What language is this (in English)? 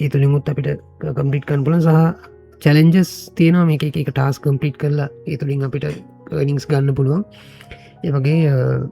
Sinhala